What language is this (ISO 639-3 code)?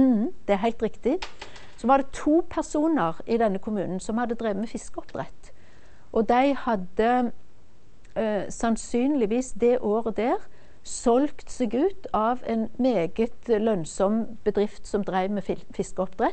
nor